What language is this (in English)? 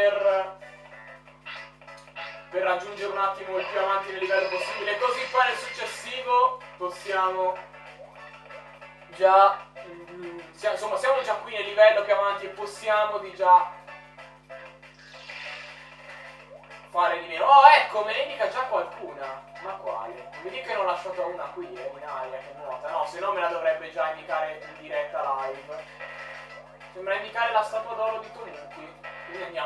Italian